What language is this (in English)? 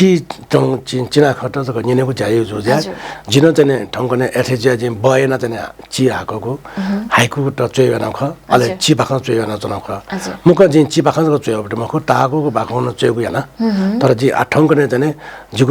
Newari